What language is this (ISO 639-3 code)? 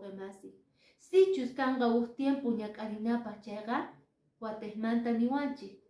que